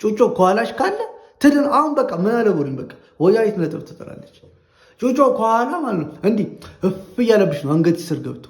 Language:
Amharic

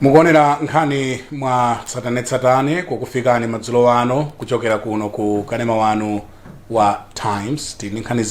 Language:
Nyanja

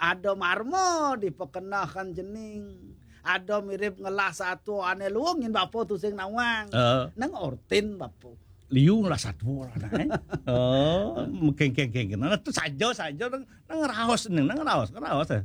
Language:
Balinese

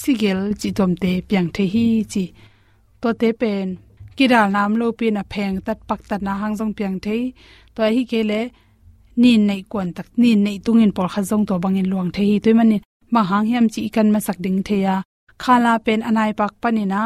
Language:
Tedim Chin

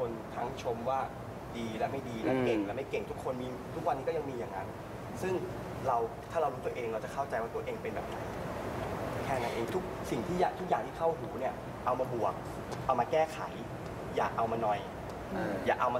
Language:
Thai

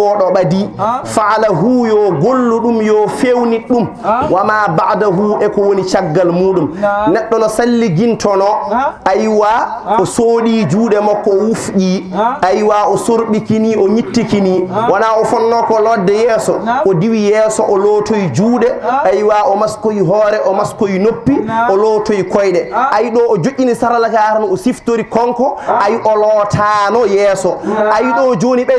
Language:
Fula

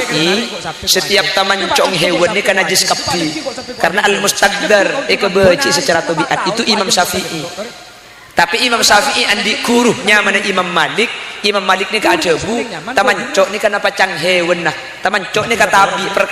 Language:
Madurese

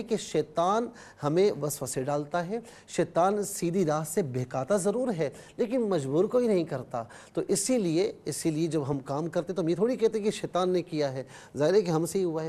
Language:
Urdu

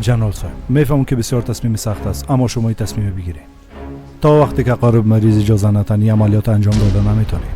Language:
Persian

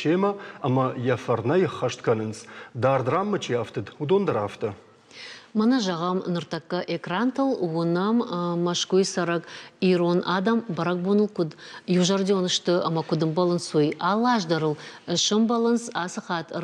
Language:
Ossetic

